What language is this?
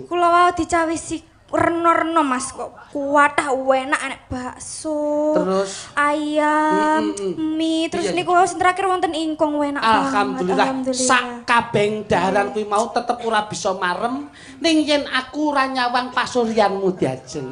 Javanese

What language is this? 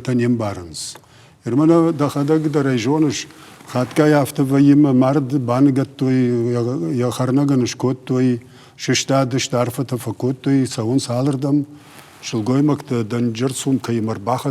Ossetic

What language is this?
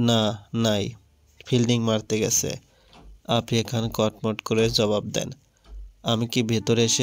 Bangla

